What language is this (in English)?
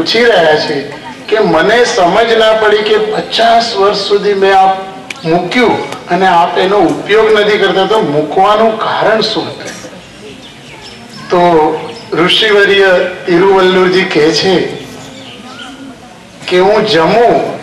Gujarati